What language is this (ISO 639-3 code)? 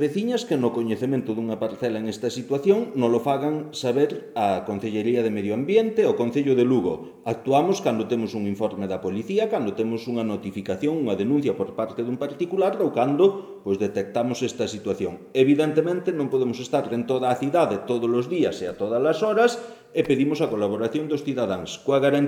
glg